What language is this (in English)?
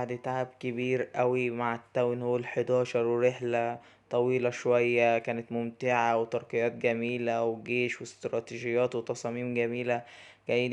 Egyptian Arabic